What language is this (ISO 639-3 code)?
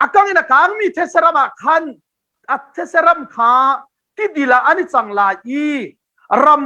cnh